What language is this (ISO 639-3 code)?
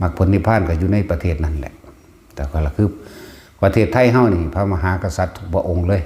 tts